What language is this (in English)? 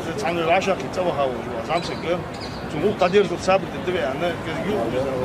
Chechen